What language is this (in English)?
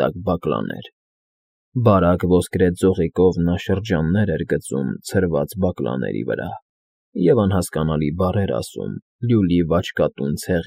Armenian